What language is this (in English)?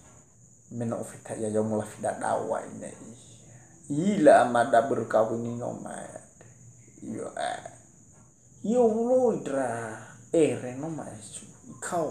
Nias